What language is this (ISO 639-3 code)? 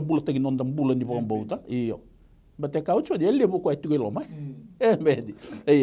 fij